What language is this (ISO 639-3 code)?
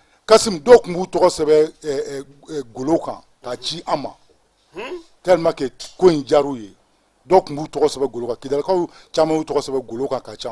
bam